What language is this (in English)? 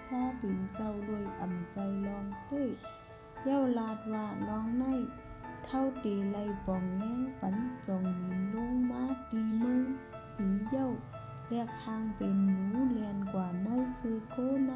Shan